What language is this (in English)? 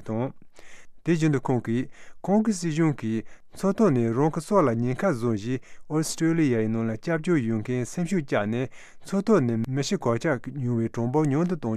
Tibetan